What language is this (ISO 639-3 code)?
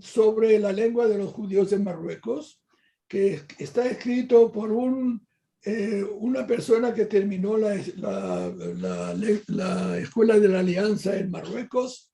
lad